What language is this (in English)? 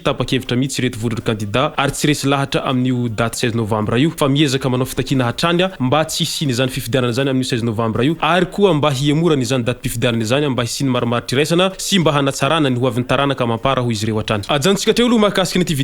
Malagasy